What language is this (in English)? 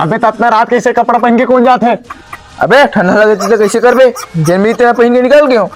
Chhattisgarhi